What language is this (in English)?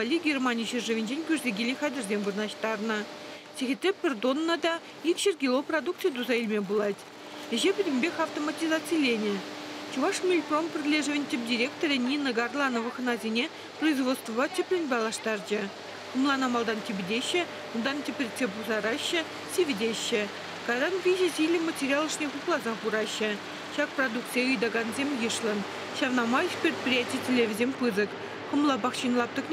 Chuvash